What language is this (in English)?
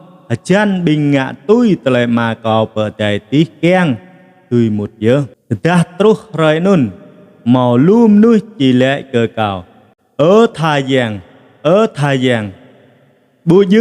Jarai